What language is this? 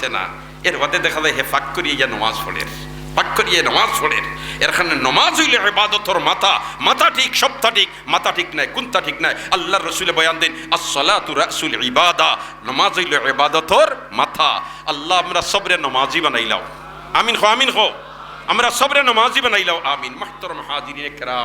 Sylheti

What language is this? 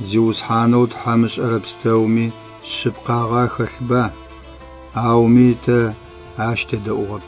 Adyghe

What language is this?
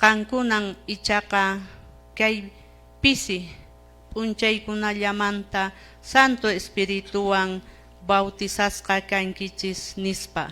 Quechua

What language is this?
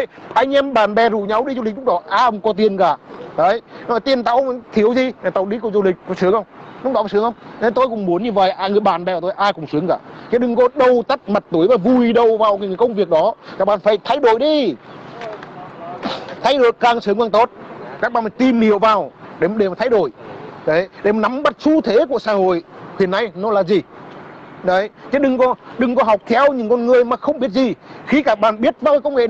Vietnamese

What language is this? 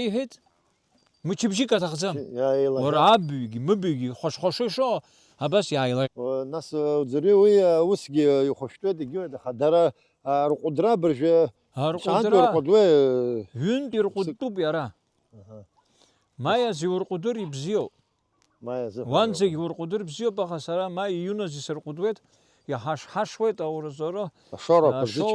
Abkhazian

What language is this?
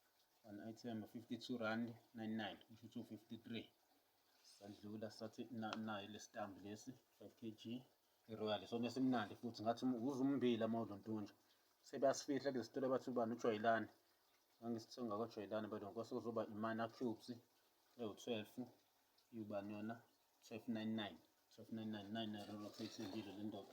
Zulu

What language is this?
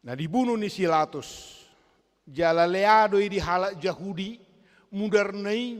Batak Toba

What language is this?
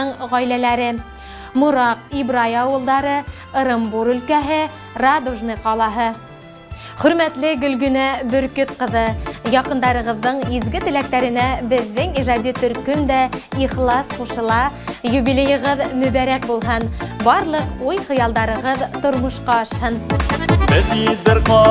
Bashkir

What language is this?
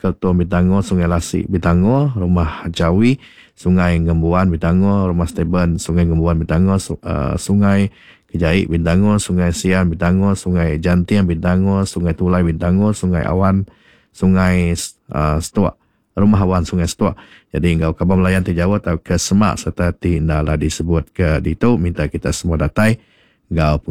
Iban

